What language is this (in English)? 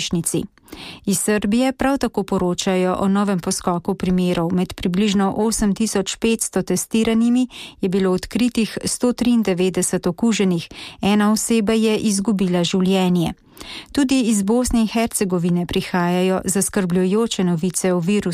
Slovenian